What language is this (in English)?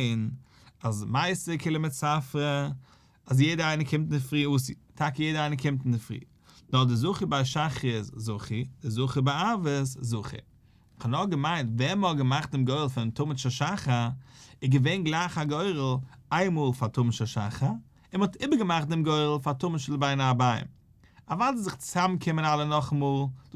Yiddish